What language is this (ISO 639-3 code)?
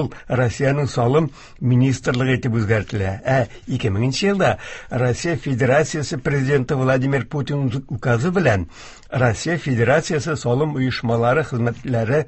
tat